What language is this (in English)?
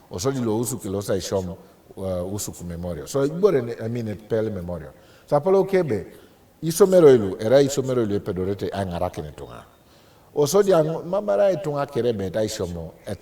Teso